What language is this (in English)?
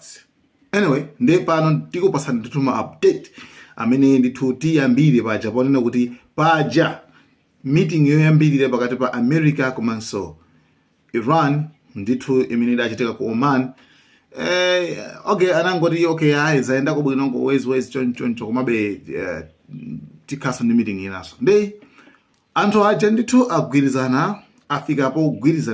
Nyanja